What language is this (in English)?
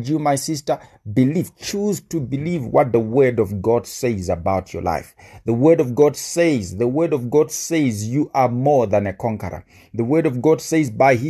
English